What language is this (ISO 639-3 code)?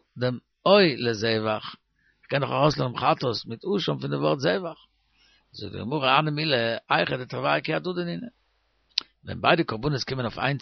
yid